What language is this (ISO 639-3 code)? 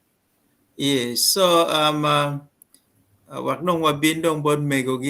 ach